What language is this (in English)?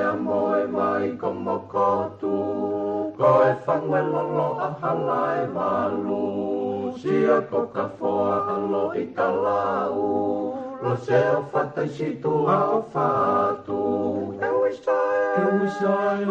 Tongan